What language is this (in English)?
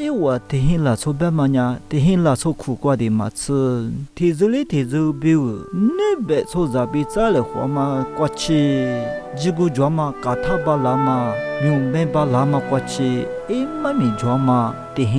Lisu